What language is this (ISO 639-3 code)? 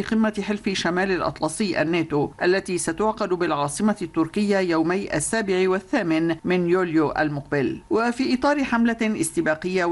ara